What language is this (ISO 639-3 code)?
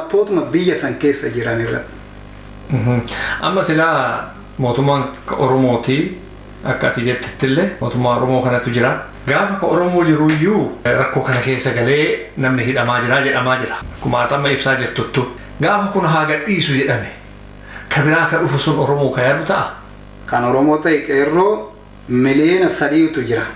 orm